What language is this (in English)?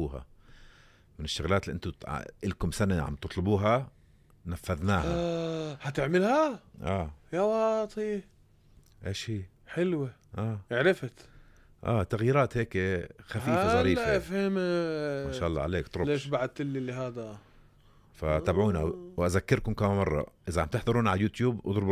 North Levantine Arabic